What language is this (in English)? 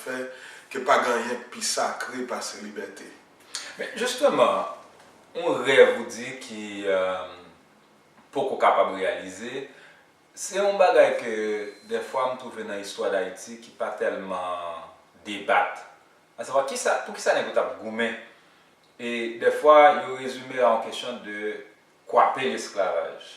Haitian Creole